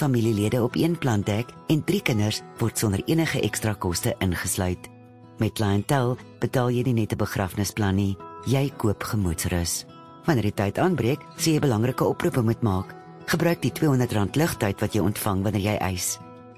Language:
Afrikaans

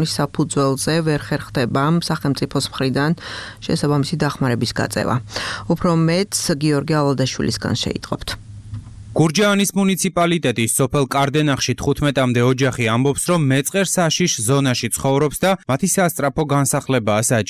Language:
Georgian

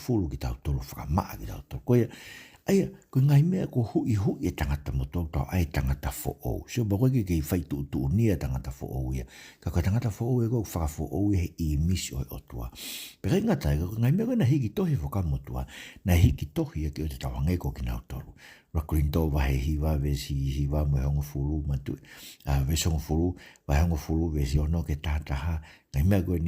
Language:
Tongan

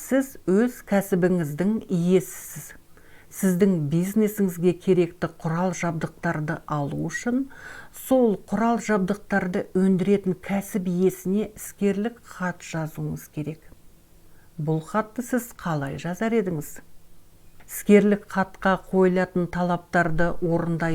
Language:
Kazakh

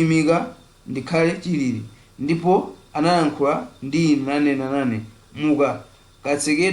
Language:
Nyanja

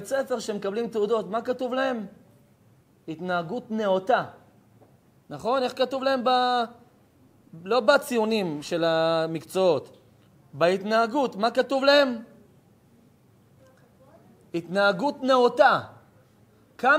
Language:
Hebrew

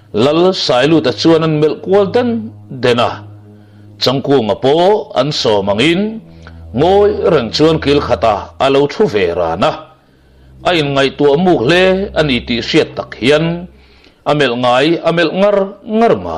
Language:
Mizo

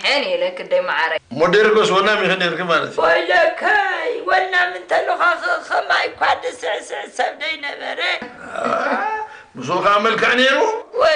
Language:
Tigrinya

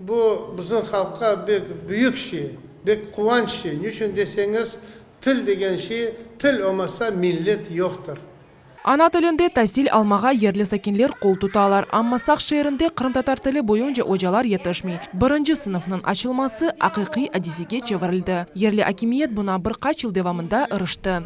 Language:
Crimean Tatar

